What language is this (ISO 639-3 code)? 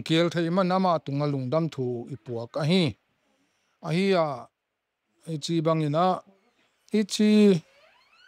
ctd